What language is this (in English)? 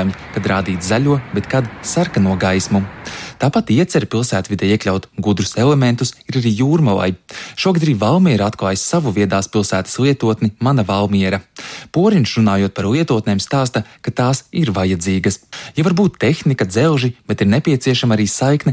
Latvian